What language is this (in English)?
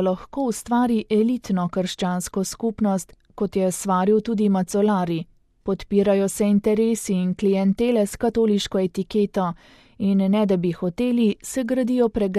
Slovenian